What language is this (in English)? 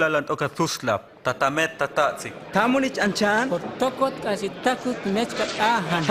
Huastec